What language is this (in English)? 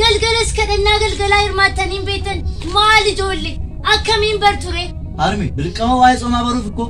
Oromo